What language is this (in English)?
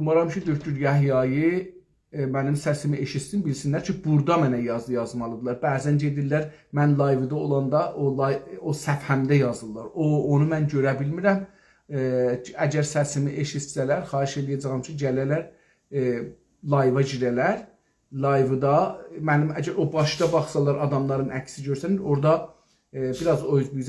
South Azerbaijani